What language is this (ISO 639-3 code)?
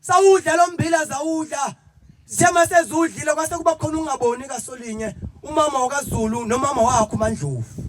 zul